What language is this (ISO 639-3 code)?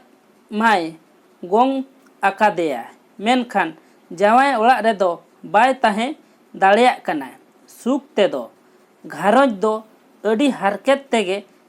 sat